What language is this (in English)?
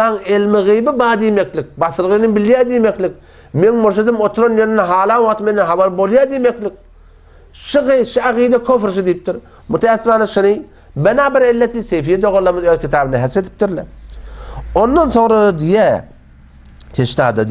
Turkmen